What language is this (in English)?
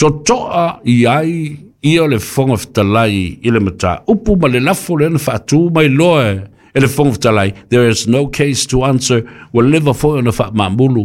Samoan